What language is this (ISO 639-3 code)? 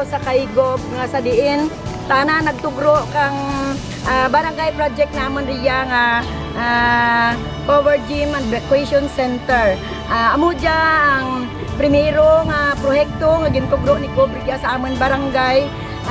krj